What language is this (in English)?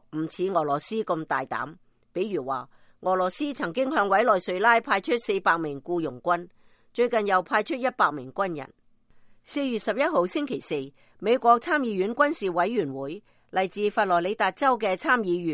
Cantonese